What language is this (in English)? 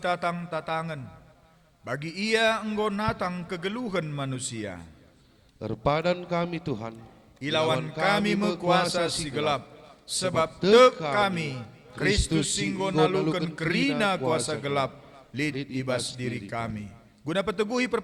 Batak Karo